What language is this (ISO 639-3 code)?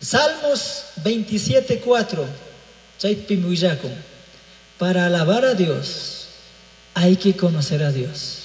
qug